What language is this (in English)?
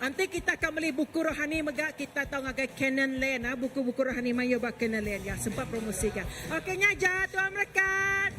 Iban